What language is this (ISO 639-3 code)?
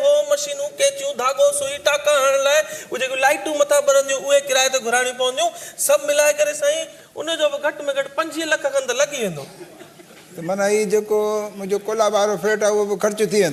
snd